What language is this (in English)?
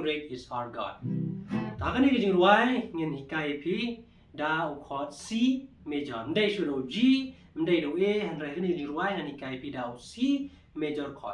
Khasi